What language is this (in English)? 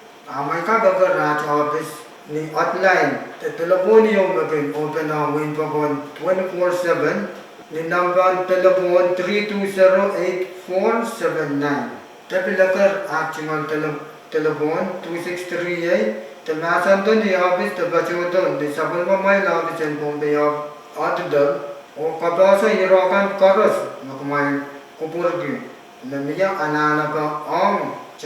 Pohnpeian